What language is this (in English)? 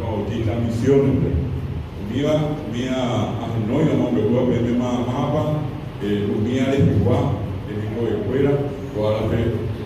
Guarani